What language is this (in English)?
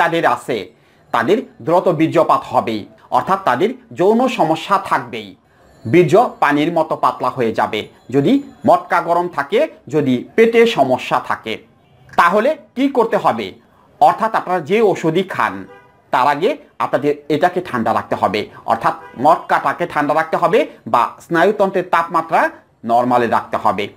Bangla